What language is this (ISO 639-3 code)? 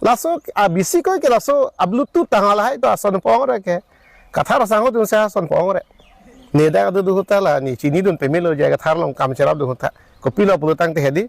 mjw